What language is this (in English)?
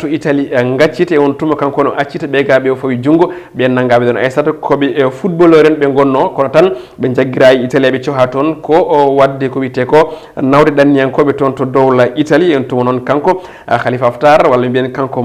Fula